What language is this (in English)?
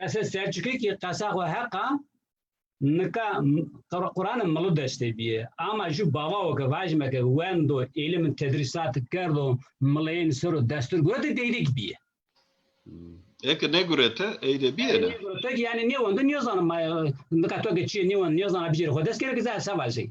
Zaza